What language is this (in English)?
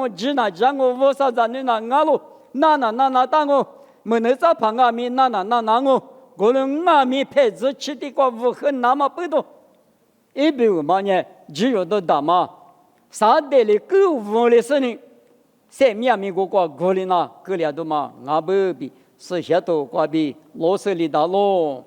Lisu